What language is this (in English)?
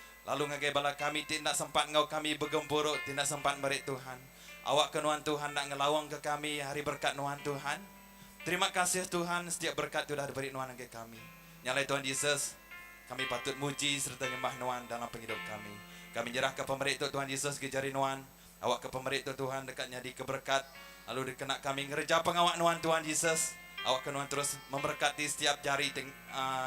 Iban